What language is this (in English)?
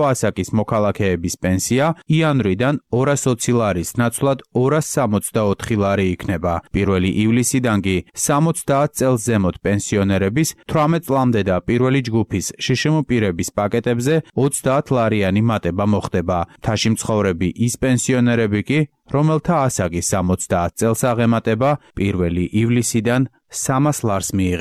Georgian